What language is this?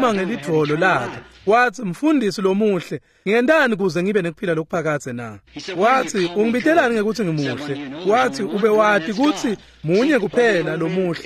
Swati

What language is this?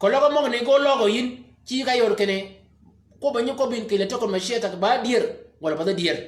Shilluk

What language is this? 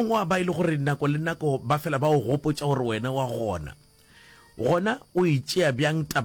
Northern Sotho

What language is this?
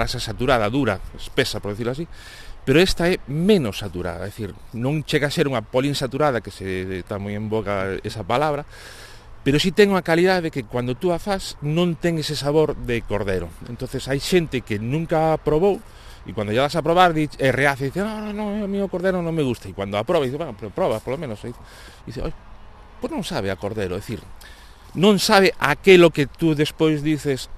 Galician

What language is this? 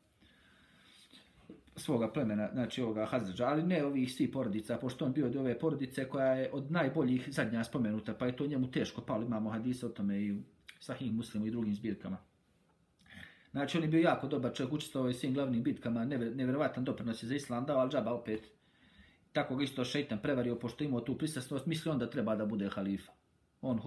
Bosnian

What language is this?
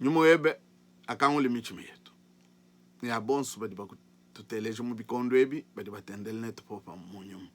Luba-Lulua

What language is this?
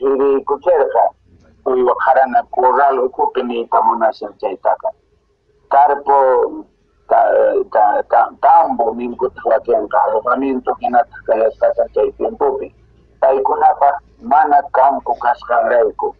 Quechua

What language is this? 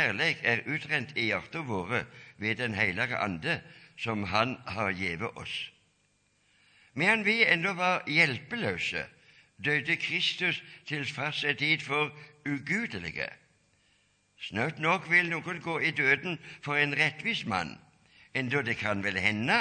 Norwegian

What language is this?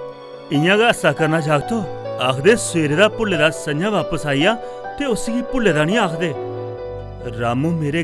Dogri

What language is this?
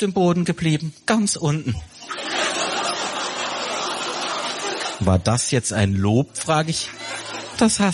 German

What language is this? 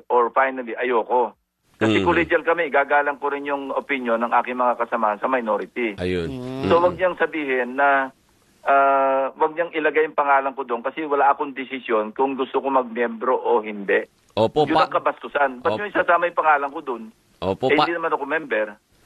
Filipino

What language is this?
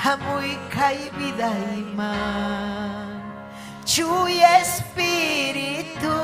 Ayacucho Quechua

